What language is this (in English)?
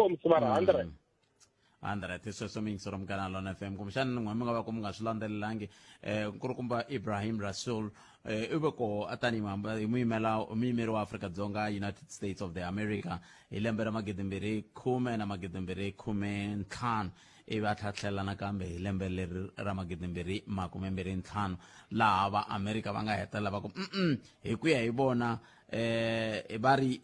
Tsonga